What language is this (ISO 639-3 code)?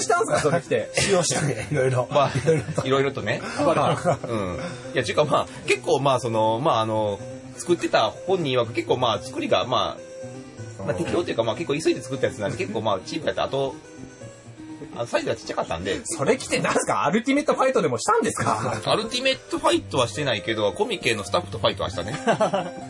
jpn